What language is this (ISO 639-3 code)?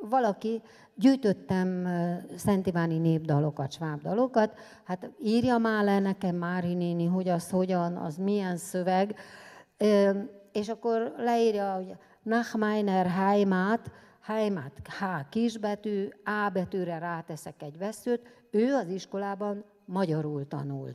hun